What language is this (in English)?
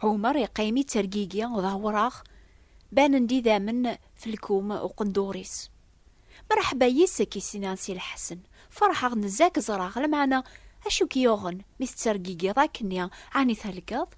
Kabyle